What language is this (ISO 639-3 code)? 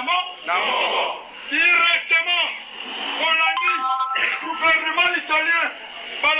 lin